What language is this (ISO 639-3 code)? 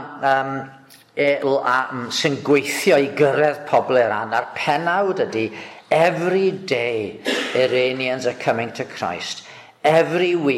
cym